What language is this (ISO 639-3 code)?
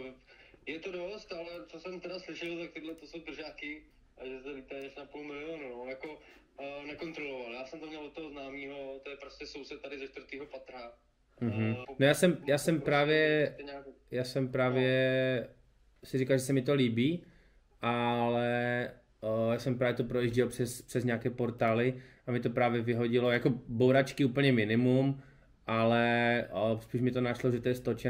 ces